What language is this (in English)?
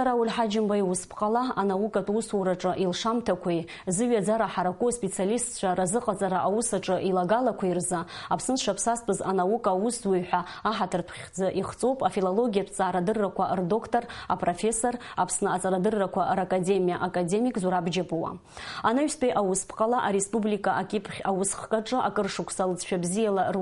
Abkhazian